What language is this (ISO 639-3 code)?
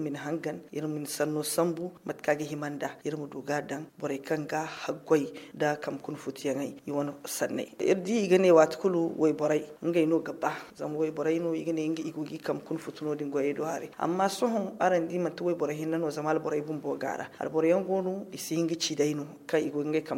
dje